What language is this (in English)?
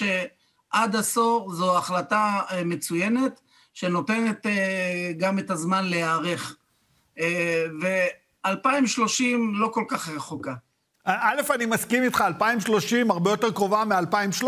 Hebrew